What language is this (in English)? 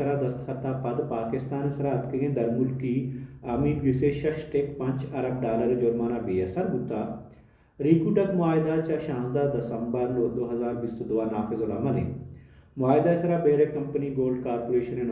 Baluchi